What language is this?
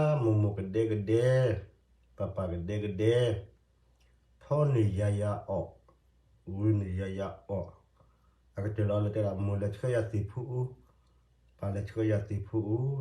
S'gaw Karen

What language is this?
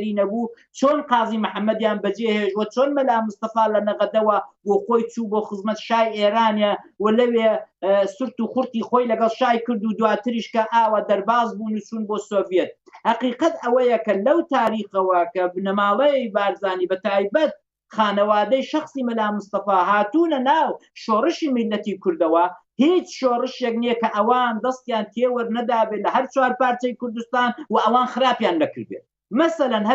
Central Kurdish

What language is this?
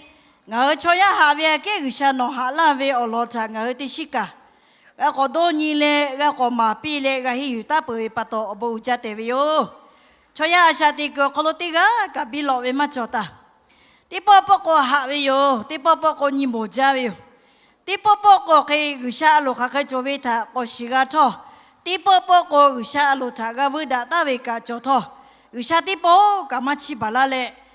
Lahu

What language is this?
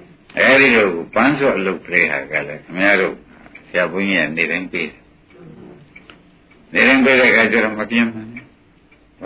Burmese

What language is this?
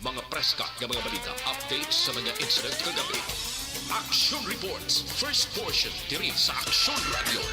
Hiligaynon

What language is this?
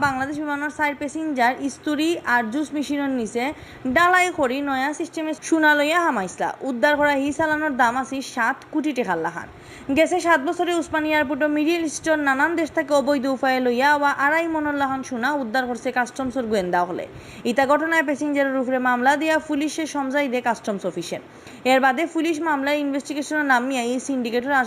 Sylheti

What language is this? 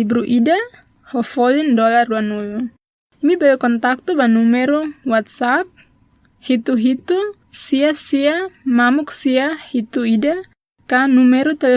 Tetum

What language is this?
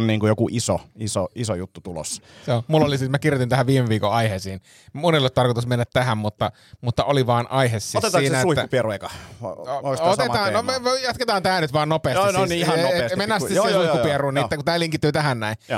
Finnish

